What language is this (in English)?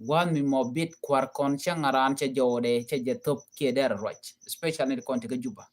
Nuer